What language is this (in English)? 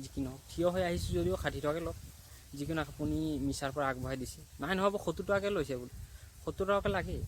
Assamese